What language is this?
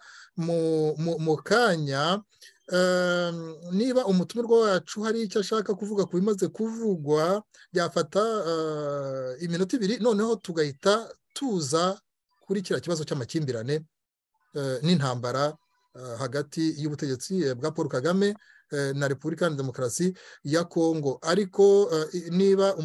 Kinyarwanda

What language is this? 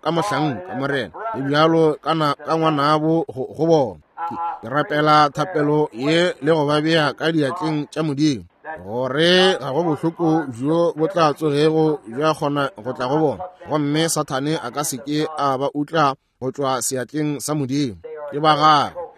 Northern Sotho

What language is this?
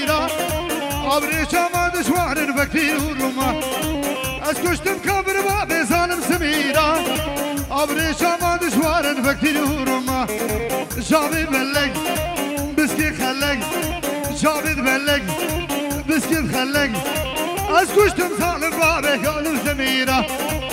Persian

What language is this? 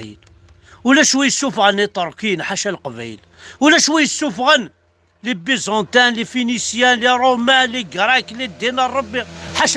Kabyle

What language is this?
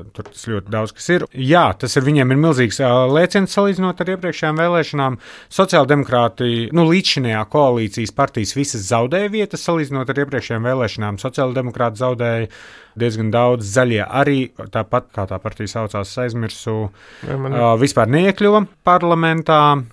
Latvian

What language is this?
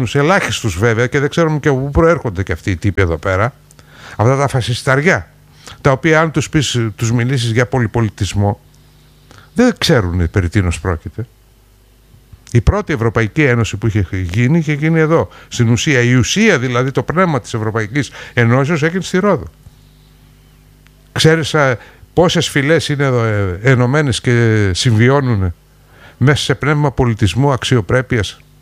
Greek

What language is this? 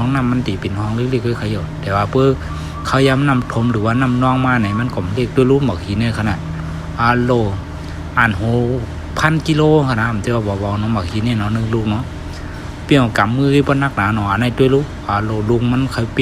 Shan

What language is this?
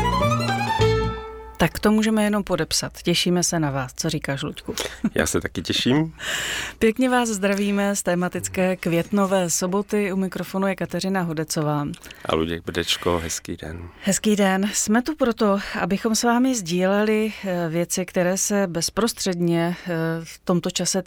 Czech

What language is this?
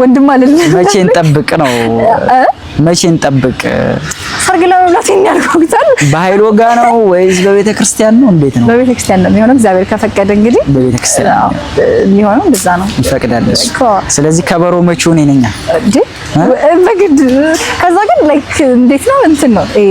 Amharic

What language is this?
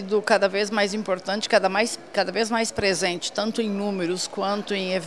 Portuguese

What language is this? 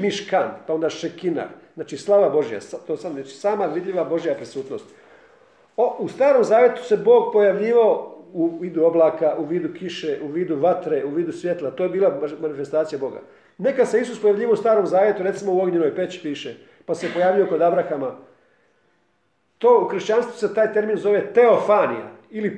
Croatian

